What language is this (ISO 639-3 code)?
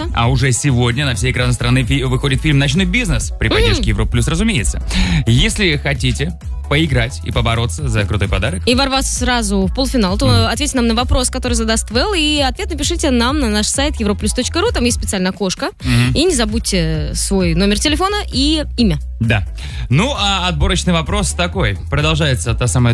rus